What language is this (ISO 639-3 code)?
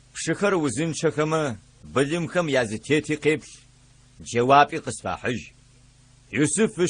ady